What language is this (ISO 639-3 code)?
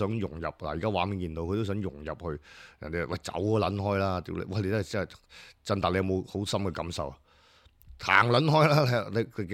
yue